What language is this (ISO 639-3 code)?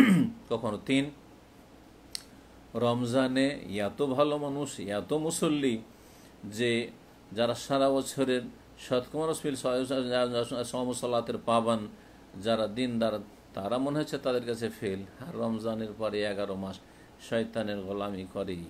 ben